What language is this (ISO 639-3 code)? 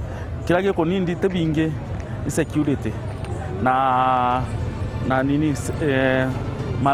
mer